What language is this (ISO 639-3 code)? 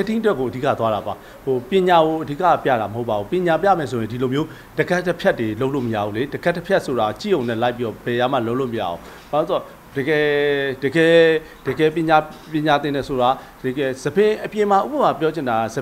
mya